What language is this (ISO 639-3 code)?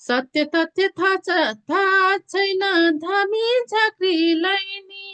nep